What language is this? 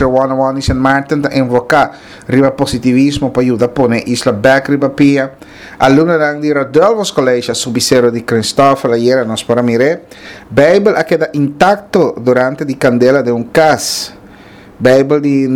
Papiamento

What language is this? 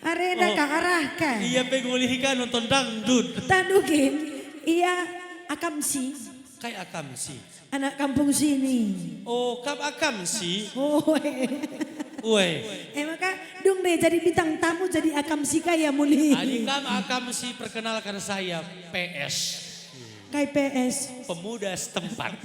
Batak Karo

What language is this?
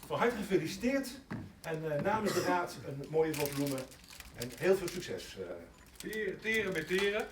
Western Frisian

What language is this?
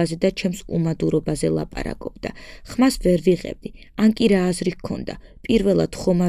Georgian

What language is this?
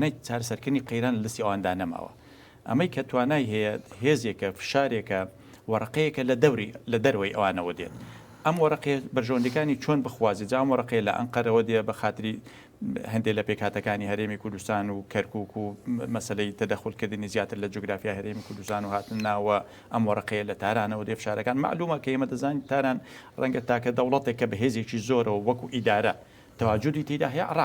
Central Kurdish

